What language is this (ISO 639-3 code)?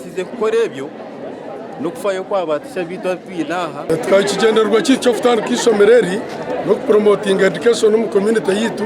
nyn